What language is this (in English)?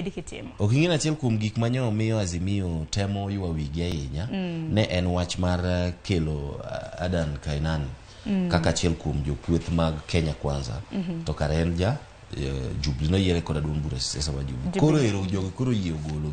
Luo (Kenya and Tanzania)